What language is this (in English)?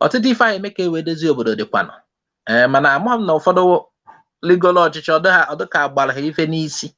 Igbo